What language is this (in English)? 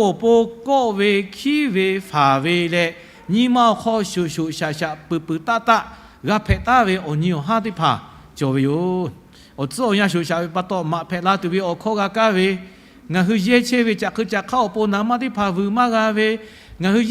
Lahu